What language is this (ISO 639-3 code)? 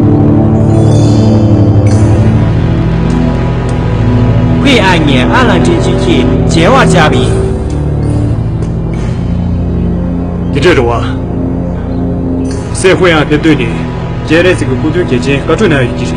zho